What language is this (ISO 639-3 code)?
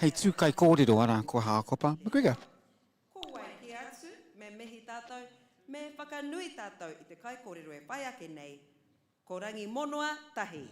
mri